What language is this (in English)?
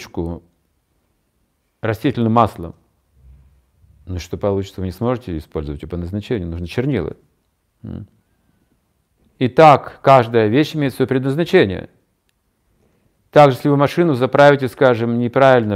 Russian